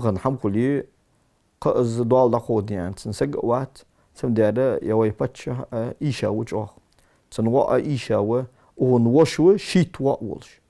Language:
Ingush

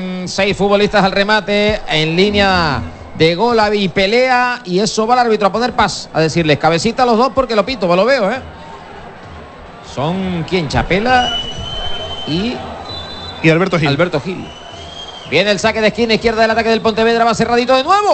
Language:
Spanish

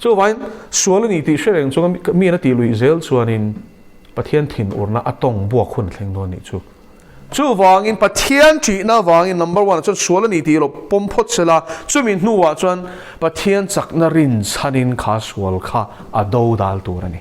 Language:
Mizo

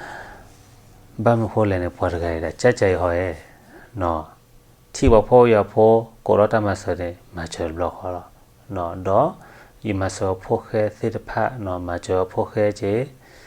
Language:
S'gaw Karen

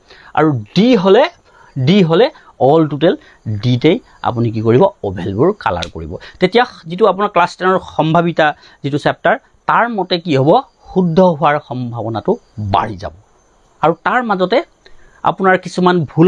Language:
Assamese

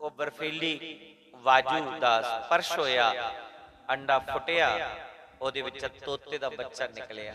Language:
Dogri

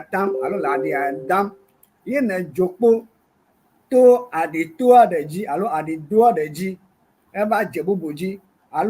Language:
Ewe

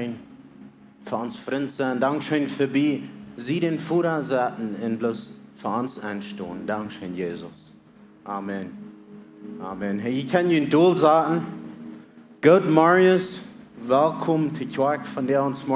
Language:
Plautdietsch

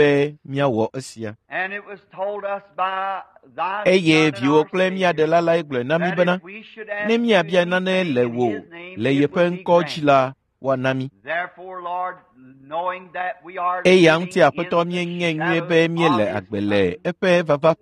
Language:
Ewe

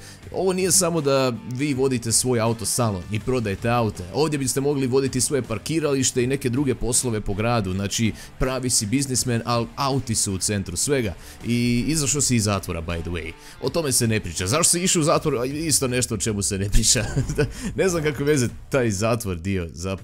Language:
Croatian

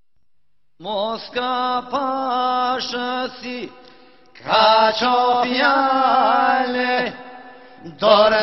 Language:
Turkish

